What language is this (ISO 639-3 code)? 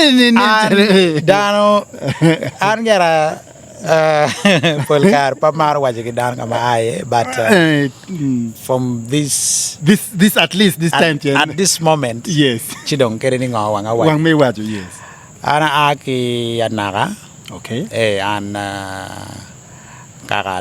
ach